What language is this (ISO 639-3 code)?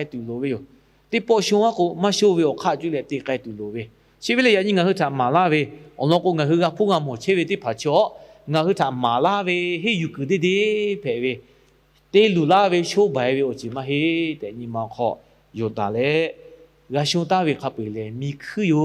lhu